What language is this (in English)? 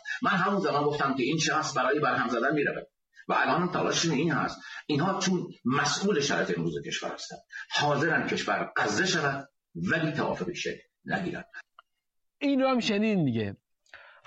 Persian